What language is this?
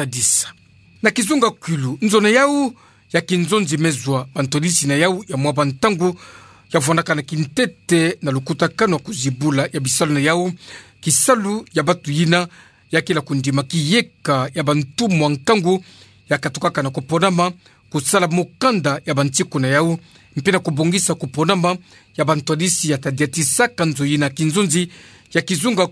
Kituba (Democratic Republic of Congo)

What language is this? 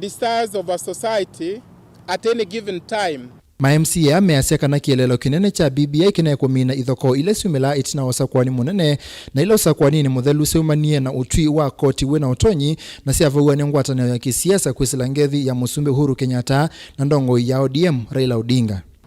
Kamba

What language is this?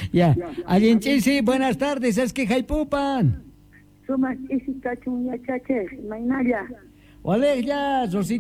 Quechua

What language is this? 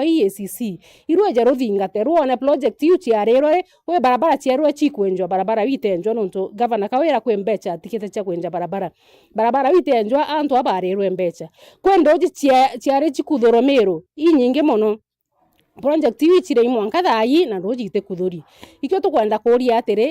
Meru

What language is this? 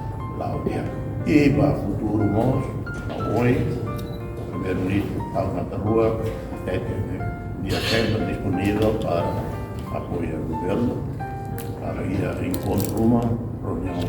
Tetum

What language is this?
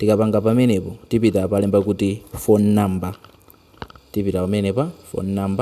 Nyanja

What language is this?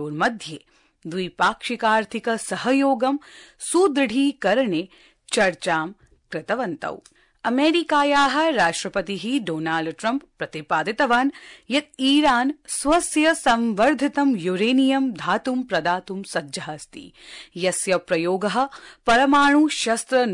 Sanskrit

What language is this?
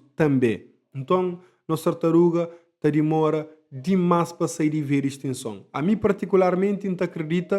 Kabuverdianu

